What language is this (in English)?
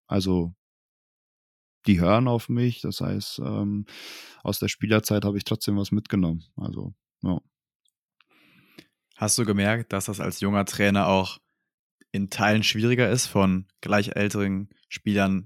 German